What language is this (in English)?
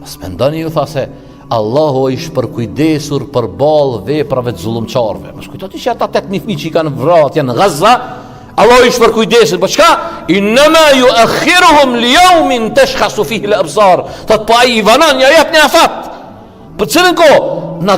Albanian